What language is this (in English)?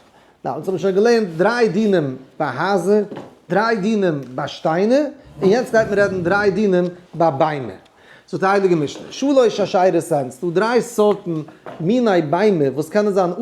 Yiddish